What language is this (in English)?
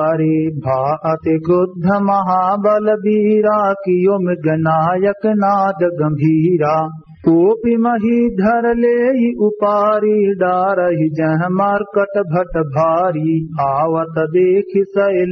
Awadhi